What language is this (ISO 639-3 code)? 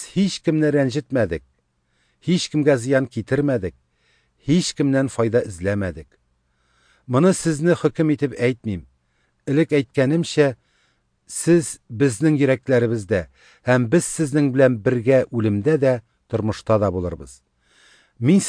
tat